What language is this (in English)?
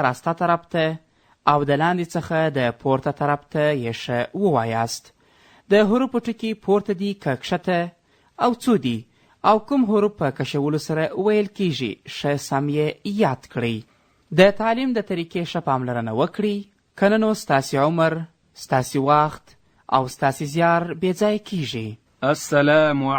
Pashto